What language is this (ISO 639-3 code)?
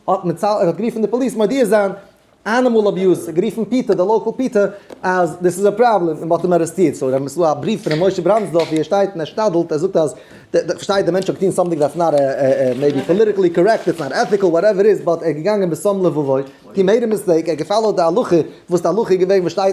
yid